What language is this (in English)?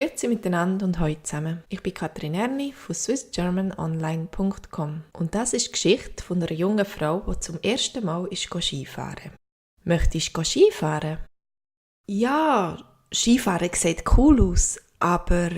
Swiss German